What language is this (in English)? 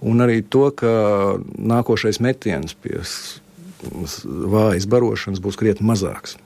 Latvian